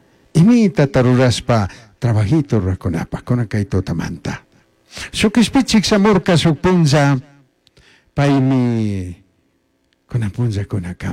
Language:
Chimborazo Highland Quichua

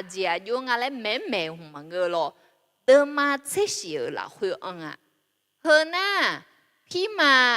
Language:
Akha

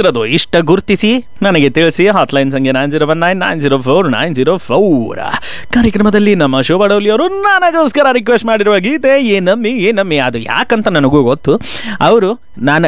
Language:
Kannada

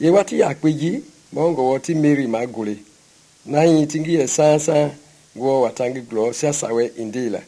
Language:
Mende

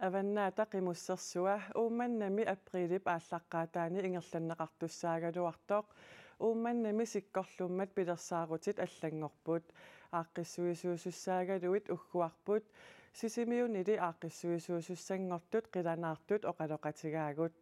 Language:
Kalaallisut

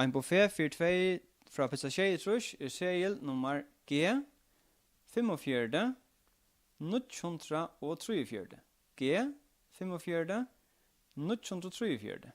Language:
Faroese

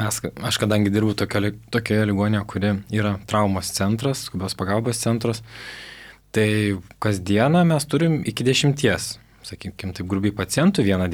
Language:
Lithuanian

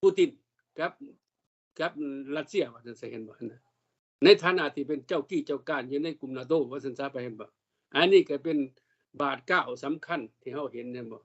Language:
Lao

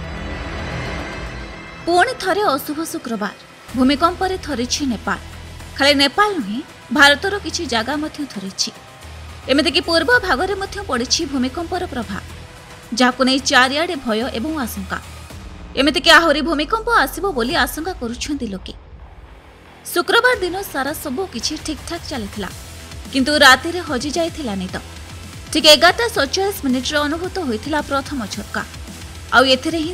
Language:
Odia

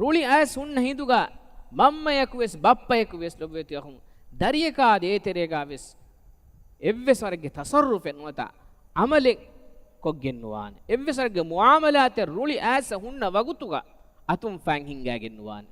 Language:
Divehi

